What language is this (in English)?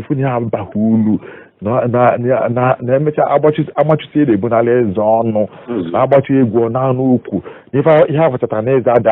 Igbo